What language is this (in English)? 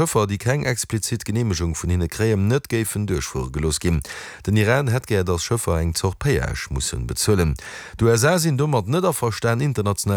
Luxembourgish